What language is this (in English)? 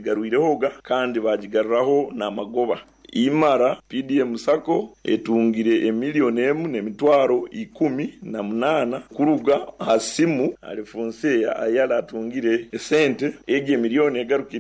Nyoro